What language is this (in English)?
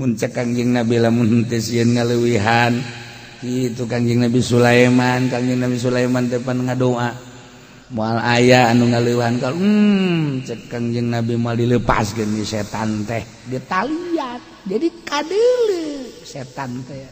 Sundanese